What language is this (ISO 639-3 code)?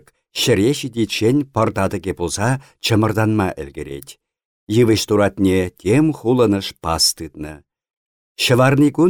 chv